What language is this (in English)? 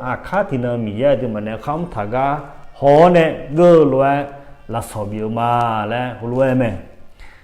Akha